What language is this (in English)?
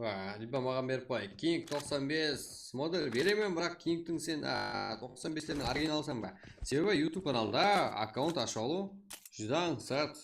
Kara-Kalpak